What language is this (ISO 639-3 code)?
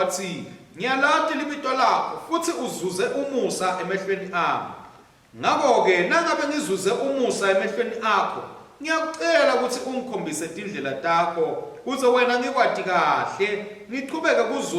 ssw